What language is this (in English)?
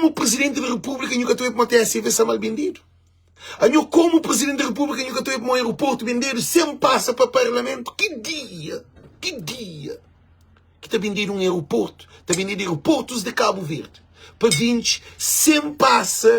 Kabuverdianu